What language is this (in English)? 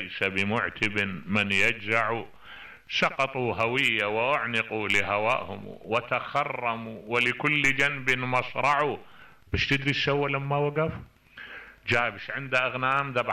Mesopotamian Arabic